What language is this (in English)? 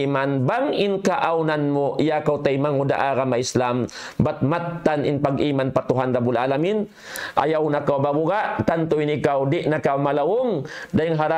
Tausug